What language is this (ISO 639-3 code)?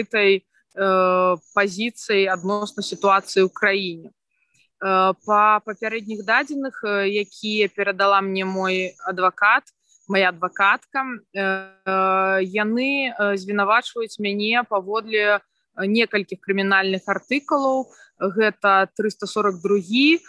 bel